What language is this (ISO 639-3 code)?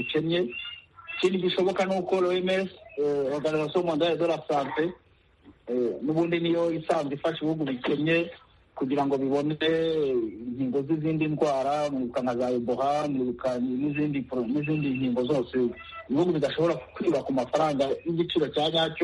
kin